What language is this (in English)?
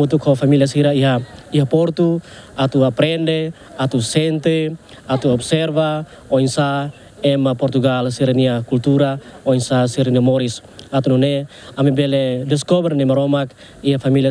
Tetum